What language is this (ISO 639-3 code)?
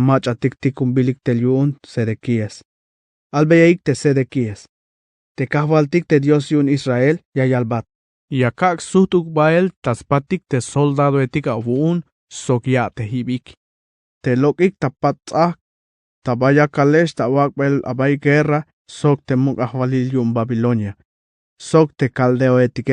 tzh